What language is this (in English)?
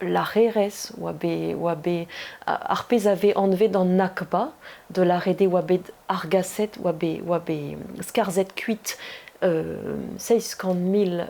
Breton